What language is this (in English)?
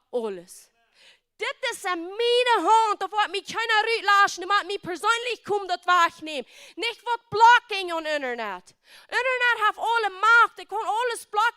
Plautdietsch